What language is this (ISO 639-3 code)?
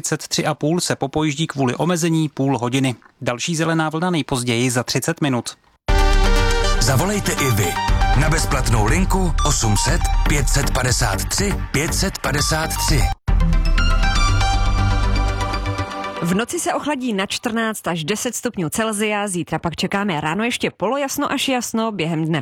ces